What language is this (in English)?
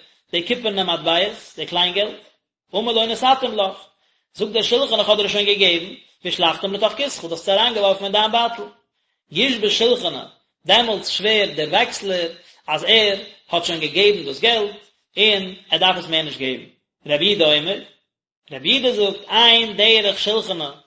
Yiddish